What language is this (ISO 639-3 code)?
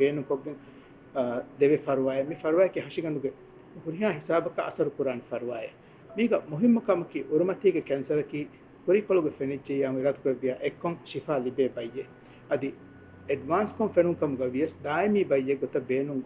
div